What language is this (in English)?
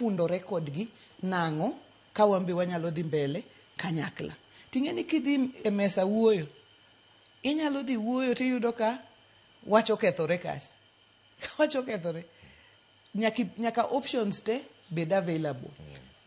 Luo (Kenya and Tanzania)